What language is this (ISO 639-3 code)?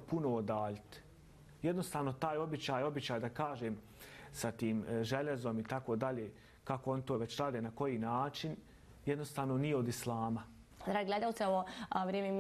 bos